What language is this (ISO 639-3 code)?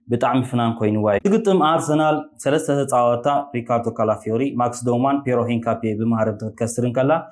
tir